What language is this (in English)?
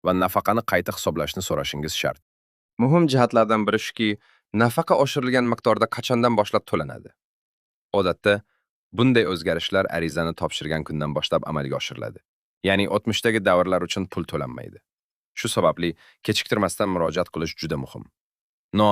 Uzbek